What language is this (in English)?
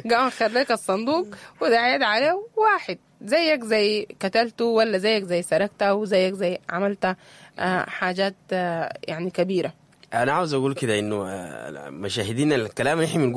Sudanese Arabic